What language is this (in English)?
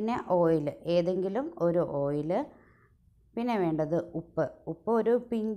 Malayalam